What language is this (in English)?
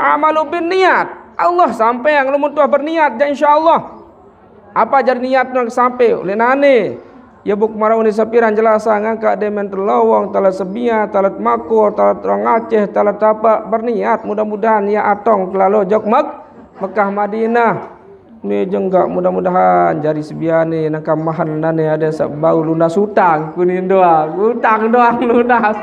Sasak